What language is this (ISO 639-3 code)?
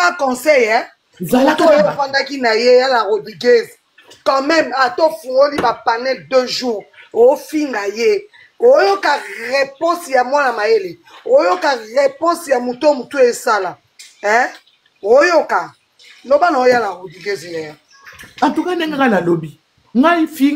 lin